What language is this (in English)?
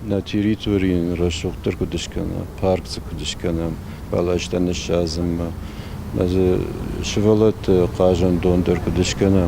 Ossetic